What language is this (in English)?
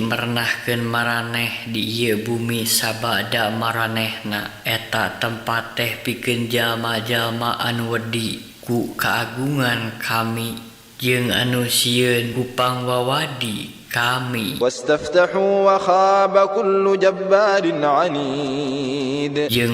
Sundanese